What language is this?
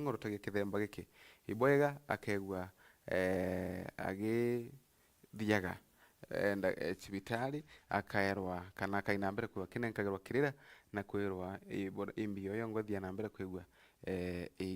Meru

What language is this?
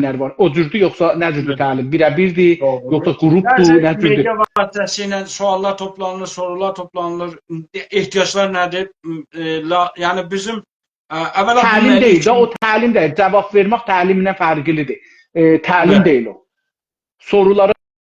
South Azerbaijani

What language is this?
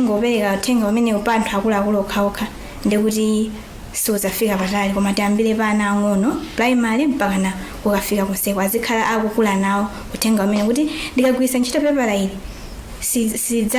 Nyanja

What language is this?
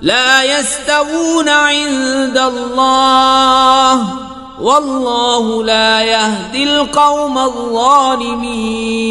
Kashmiri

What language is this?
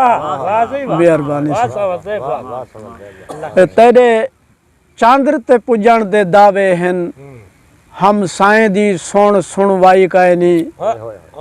Saraiki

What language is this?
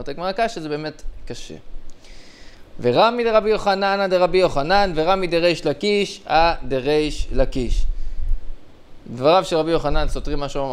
Hebrew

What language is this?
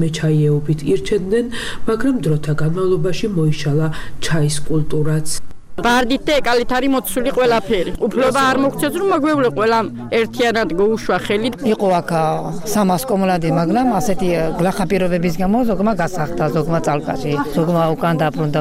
Georgian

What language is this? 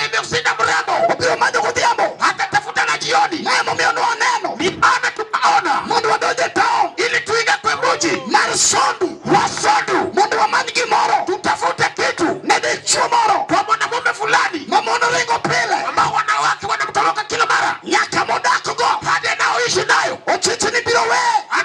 Luo (Kenya and Tanzania)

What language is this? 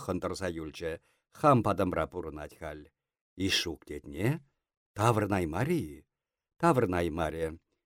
Chuvash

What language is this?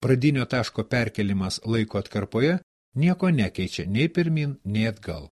Lithuanian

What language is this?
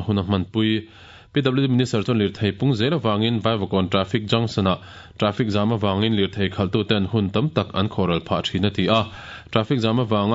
Mizo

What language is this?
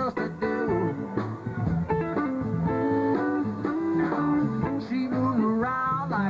English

